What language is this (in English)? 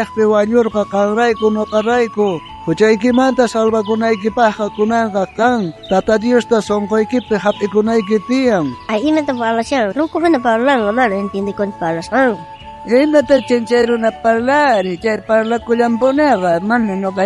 South Bolivian Quechua